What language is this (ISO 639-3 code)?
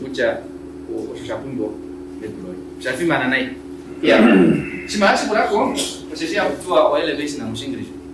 kua